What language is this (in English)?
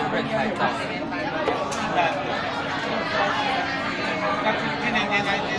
Chinese